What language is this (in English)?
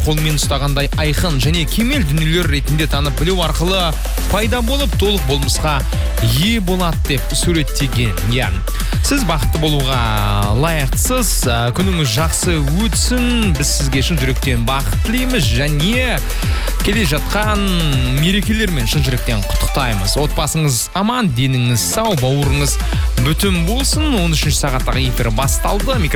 Kazakh